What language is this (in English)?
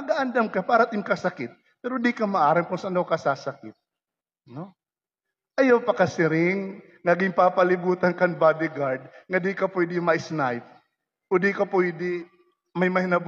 Waray